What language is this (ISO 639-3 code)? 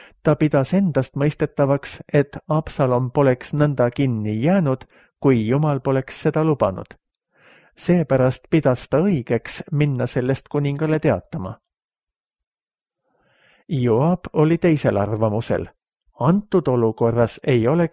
est